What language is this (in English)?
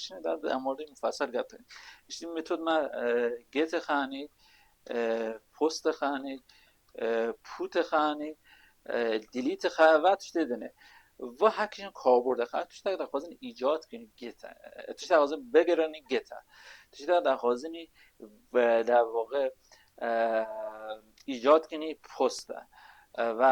Kurdish